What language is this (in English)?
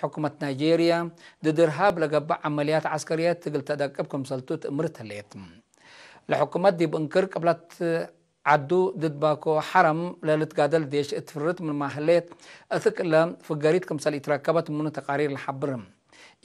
Tigre